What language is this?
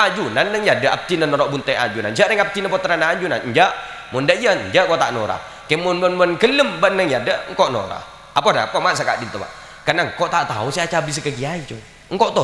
Madurese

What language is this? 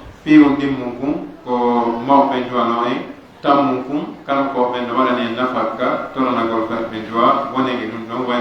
Pular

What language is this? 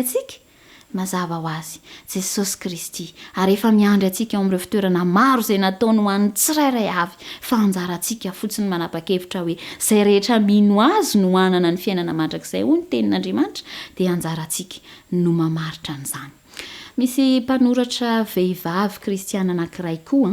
Malagasy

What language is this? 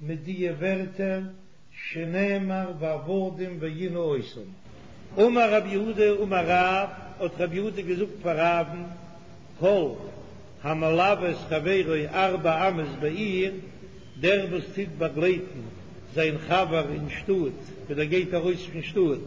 Yiddish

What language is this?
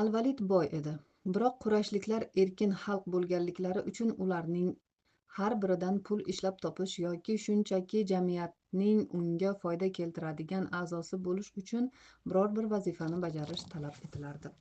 Uzbek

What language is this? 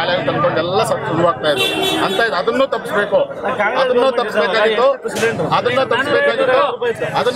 Kannada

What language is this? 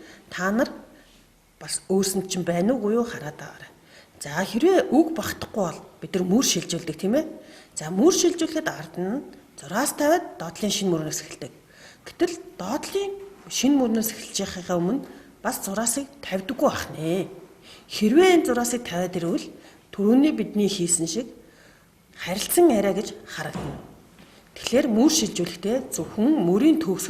Mongolian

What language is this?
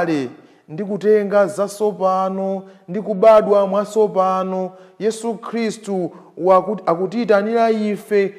Nyanja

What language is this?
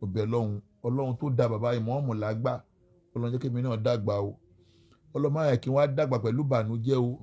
Yoruba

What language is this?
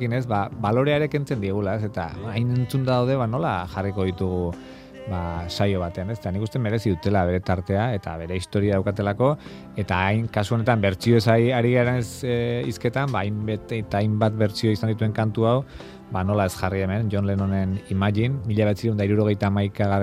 Basque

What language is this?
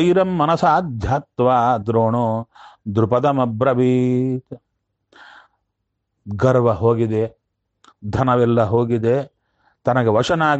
Kannada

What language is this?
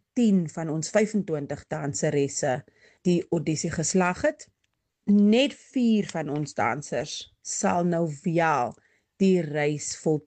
Afrikaans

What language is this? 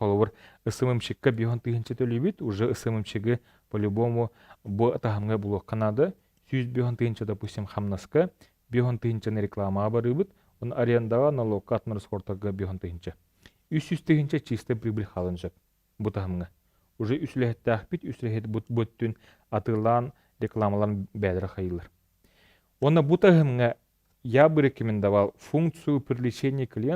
Yakut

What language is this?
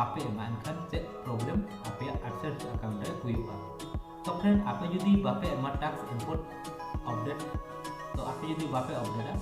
Santali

